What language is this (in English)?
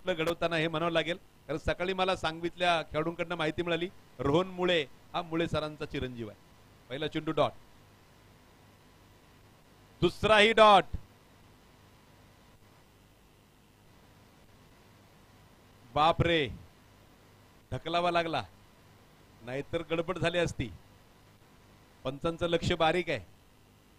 Marathi